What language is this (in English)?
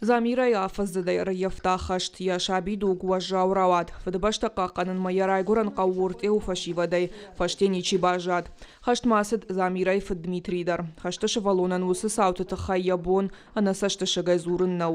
Ossetic